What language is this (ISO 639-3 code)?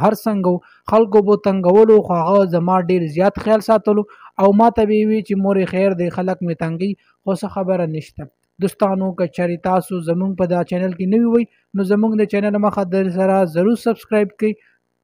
pus